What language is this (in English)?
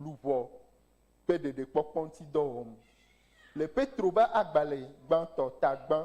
Ewe